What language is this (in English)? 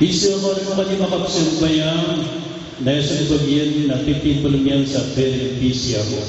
Maranao